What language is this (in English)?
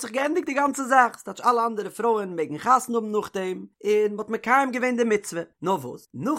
Yiddish